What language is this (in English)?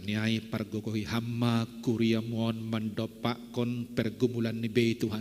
Batak Simalungun